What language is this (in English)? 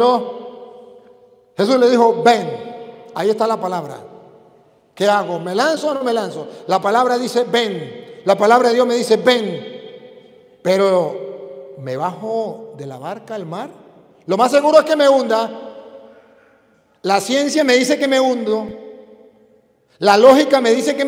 Spanish